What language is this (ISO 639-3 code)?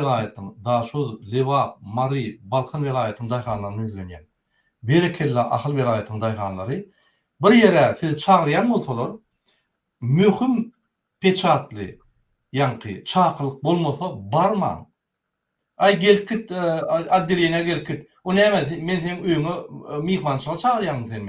tuk